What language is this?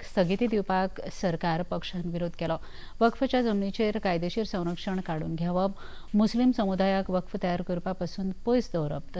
Konkani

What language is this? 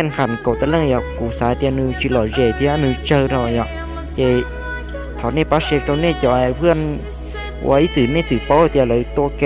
Lao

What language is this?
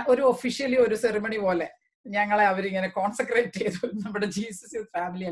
Malayalam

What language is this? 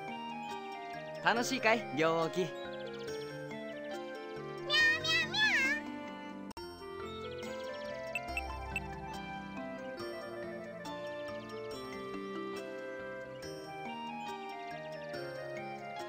Japanese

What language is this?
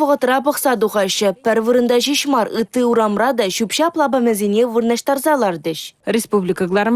Chuvash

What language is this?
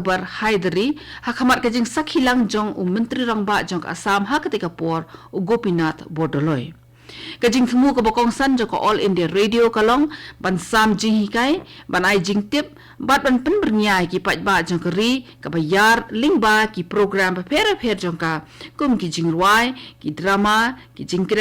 Khasi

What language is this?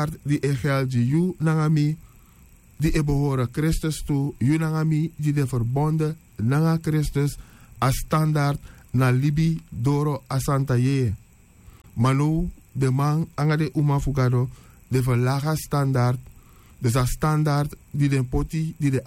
Sranan Tongo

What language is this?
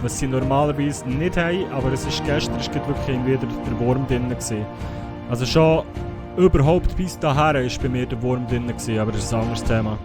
Swiss German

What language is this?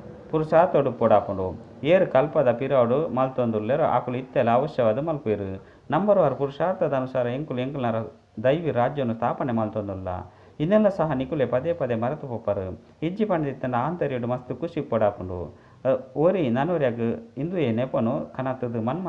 Tulu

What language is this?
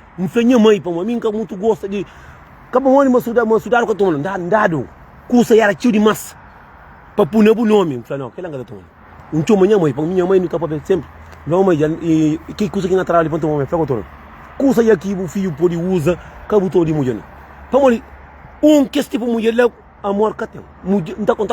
Kabuverdianu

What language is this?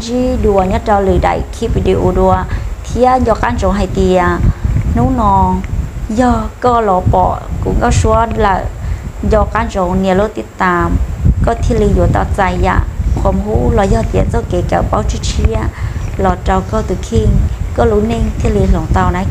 Hmong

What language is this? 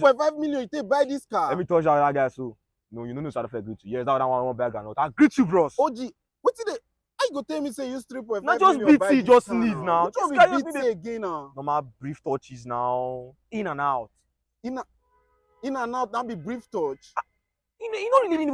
Nigerian Pidgin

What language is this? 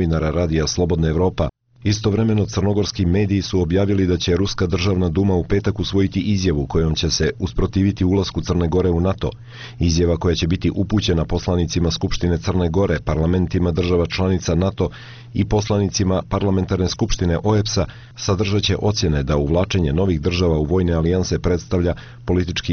Bosnian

